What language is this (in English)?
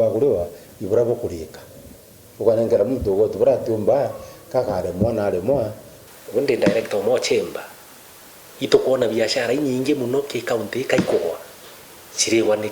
Meru